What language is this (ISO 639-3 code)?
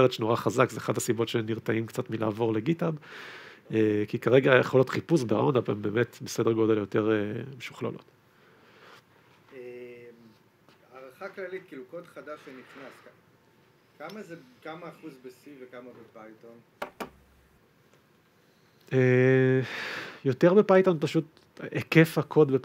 heb